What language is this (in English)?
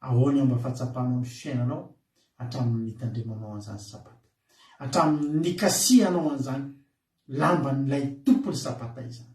Malagasy